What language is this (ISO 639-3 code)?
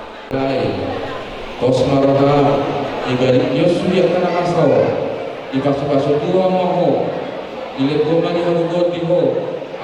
bbc